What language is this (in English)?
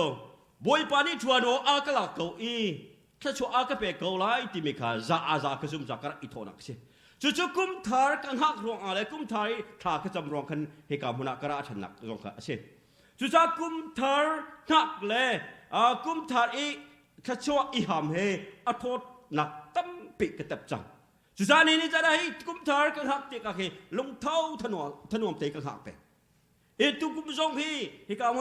Hakha Chin